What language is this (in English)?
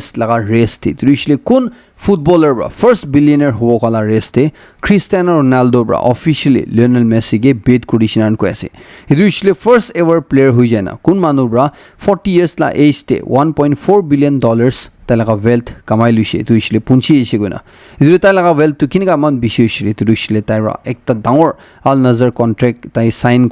Naga Pidgin